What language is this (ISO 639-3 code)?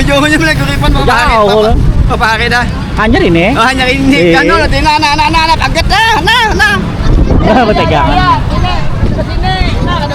bjn